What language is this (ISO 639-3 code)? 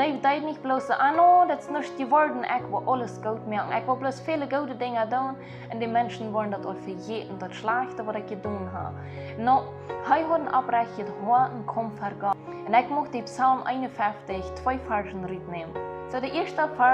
pdt